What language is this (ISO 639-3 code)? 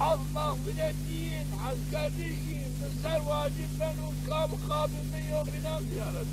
zza